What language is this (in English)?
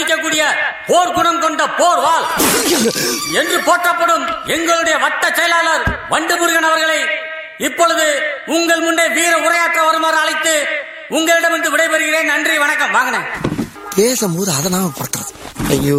Tamil